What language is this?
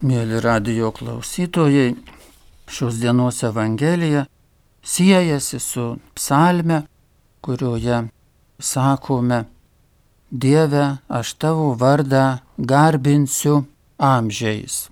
Lithuanian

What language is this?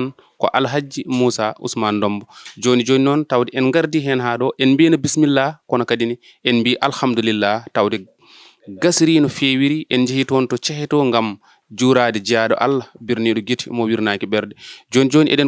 Fula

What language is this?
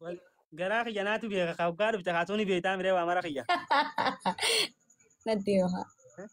Oromo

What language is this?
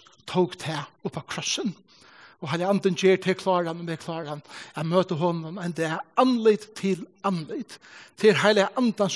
Faroese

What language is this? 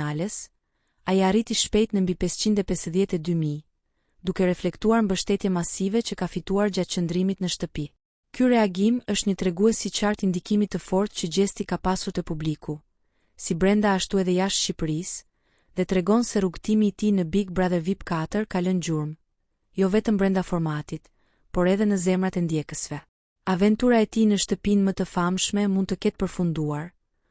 Albanian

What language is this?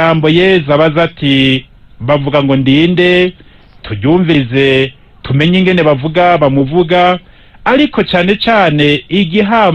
Rundi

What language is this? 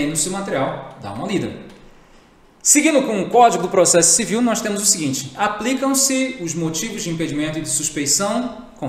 Portuguese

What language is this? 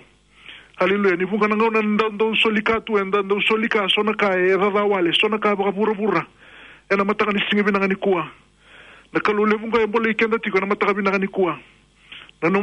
Fijian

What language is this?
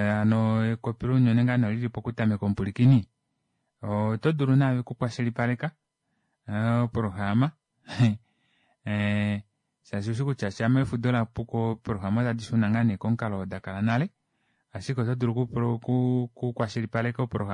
Kuanyama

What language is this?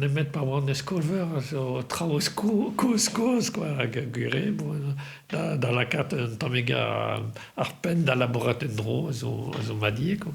Breton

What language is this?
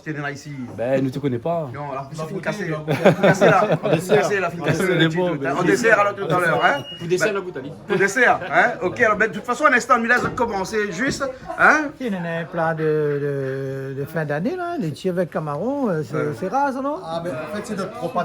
Réunion Creole French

